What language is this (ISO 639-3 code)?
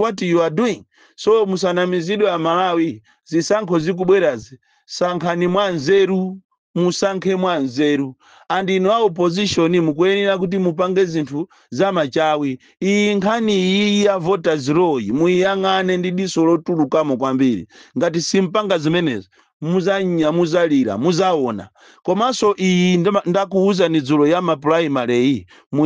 nya